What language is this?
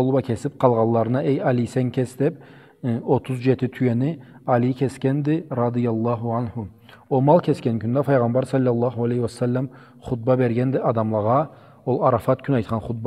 Karachay-Balkar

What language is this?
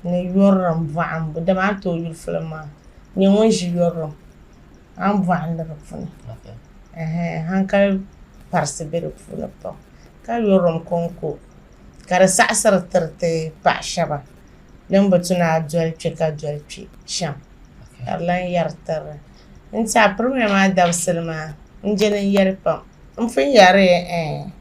Dagbani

